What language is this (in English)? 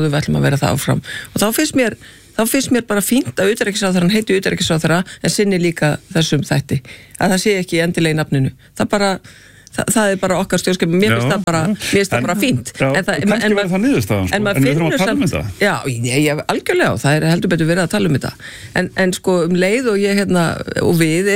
Icelandic